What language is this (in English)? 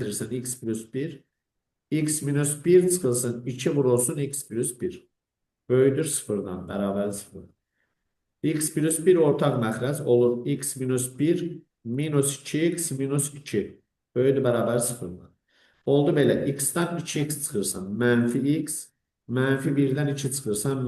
Azerbaijani